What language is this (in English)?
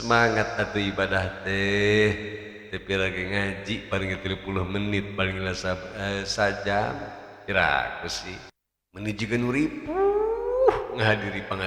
Sundanese